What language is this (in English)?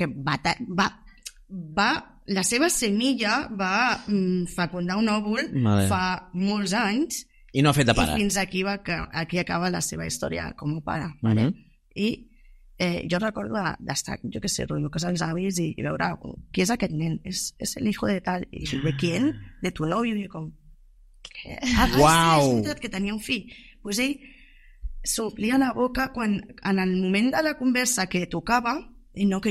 Catalan